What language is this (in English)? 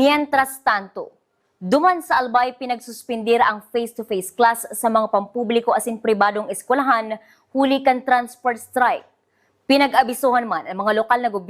Bikol